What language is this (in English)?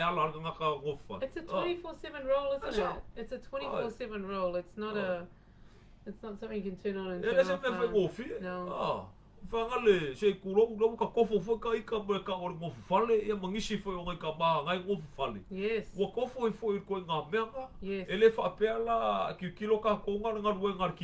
Samoan